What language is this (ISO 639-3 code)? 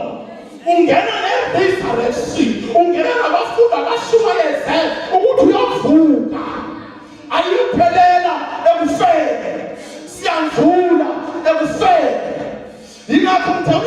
zul